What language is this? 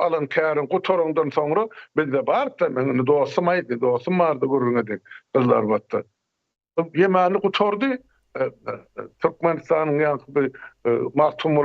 Turkmen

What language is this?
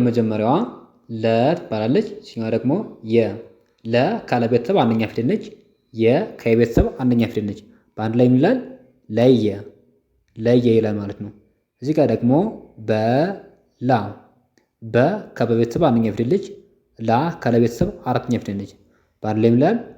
Amharic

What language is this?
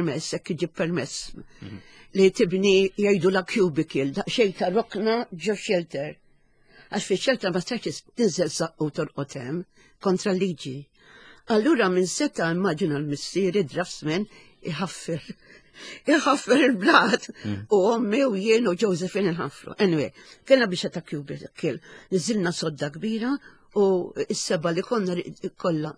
Maltese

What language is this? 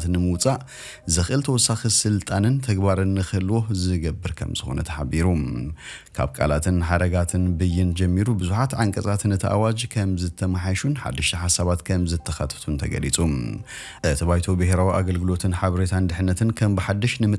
Tigrinya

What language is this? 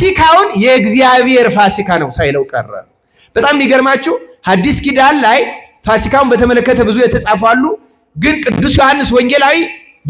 Amharic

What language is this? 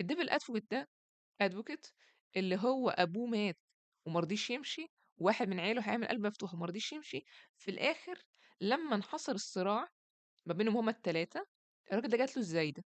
Egyptian Arabic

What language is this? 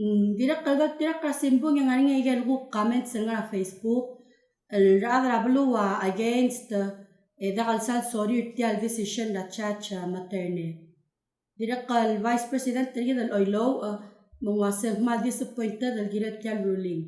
Palauan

